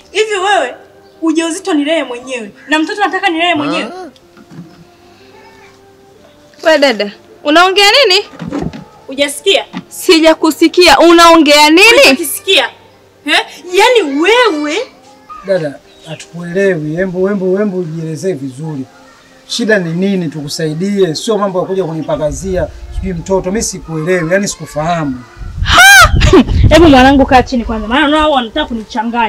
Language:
Swahili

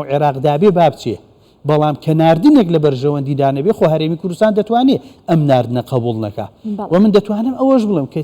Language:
Central Kurdish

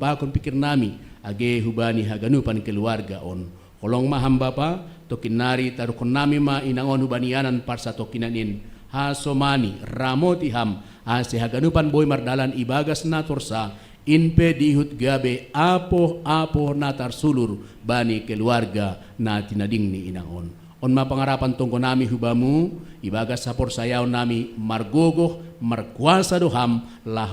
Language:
Batak Simalungun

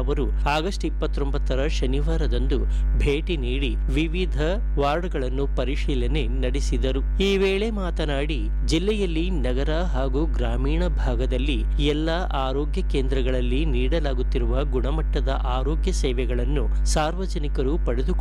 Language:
Kannada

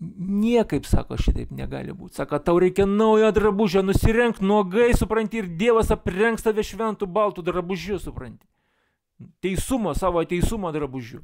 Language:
Lithuanian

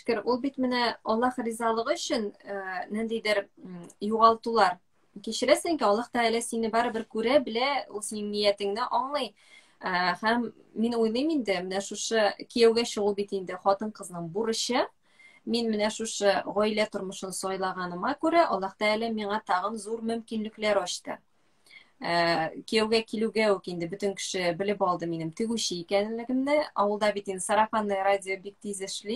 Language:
Tatar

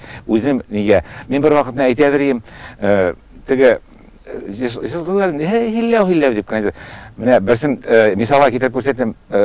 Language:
Tatar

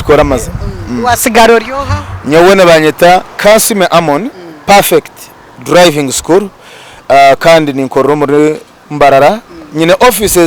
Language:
Nyankole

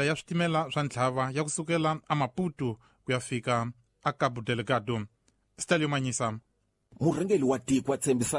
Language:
Tsonga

